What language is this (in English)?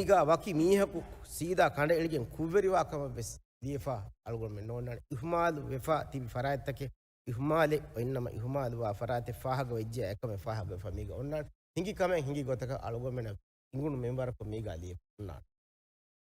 Divehi